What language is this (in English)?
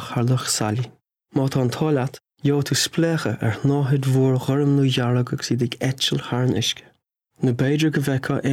Irish